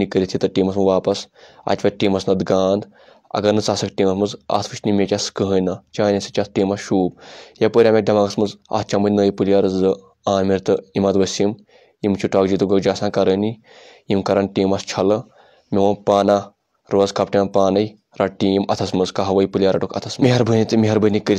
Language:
Kashmiri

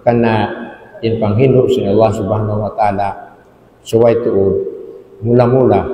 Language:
Tausug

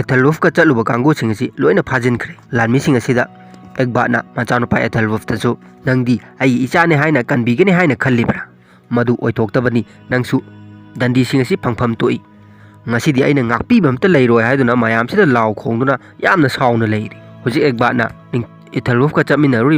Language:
Manipuri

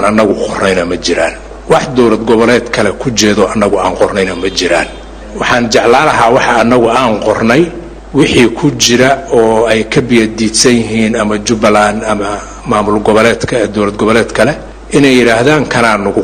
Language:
Somali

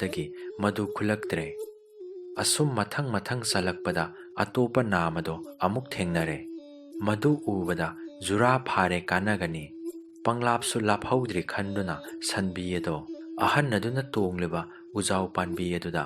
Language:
Manipuri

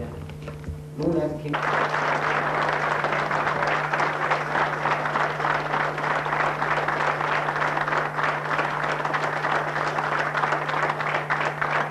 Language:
Danish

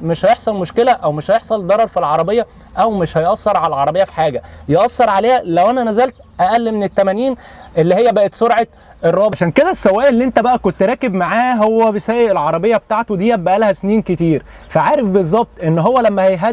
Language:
Egyptian Arabic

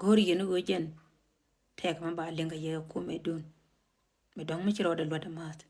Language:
Nuer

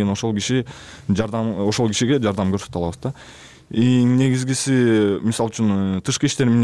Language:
Kyrgyz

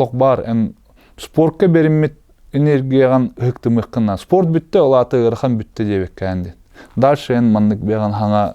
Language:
Yakut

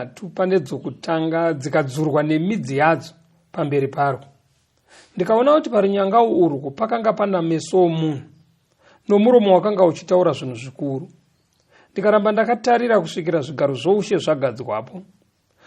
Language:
Shona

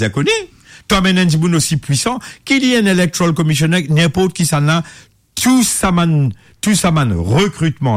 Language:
Morisyen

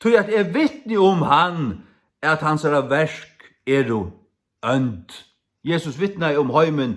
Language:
Faroese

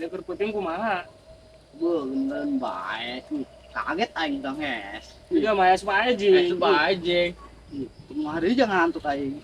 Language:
Sundanese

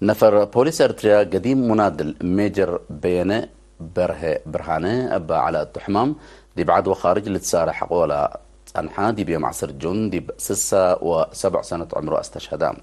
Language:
Tigre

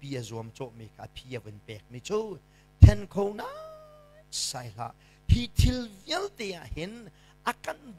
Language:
Hakha Chin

